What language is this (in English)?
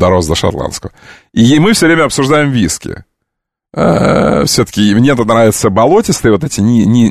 Russian